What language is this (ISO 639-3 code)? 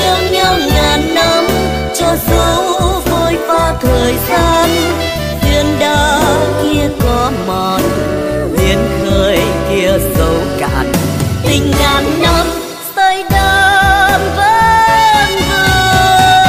vie